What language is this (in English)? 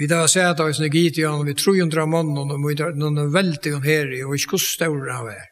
Faroese